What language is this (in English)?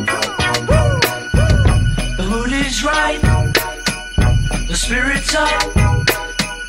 English